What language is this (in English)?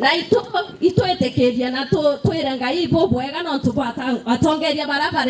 Meru